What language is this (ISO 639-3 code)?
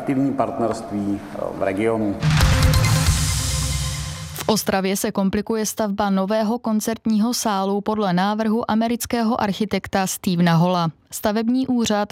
ces